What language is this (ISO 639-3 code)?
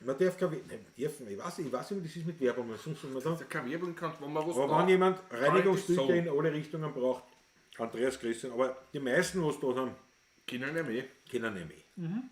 bar